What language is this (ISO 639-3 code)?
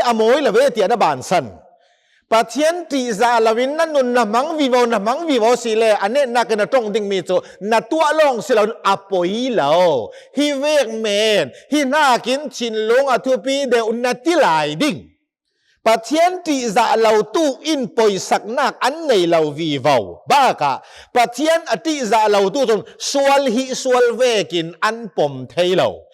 cnh